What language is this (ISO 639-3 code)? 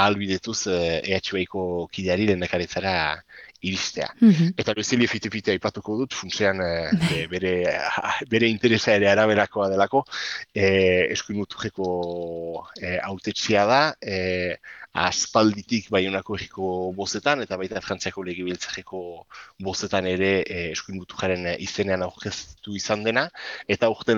eus